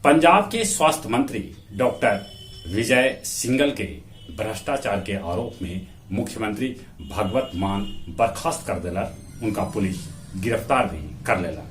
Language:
Magahi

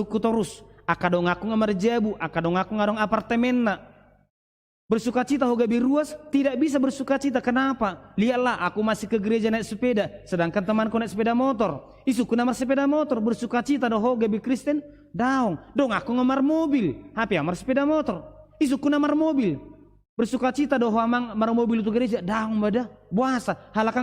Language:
Batak Toba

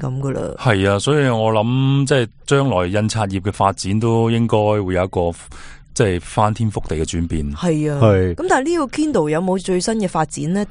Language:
Cantonese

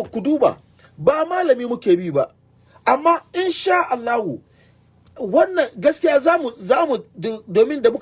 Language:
Hausa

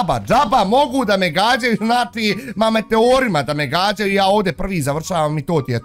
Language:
Bosnian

